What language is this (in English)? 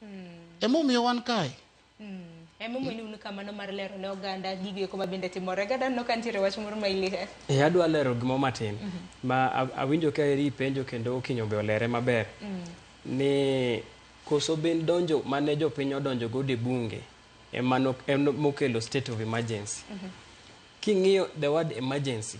Luo (Kenya and Tanzania)